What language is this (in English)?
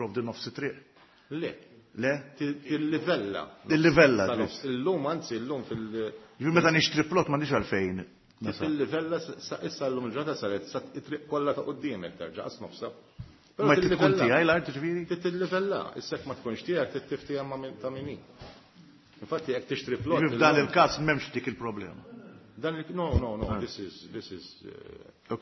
Maltese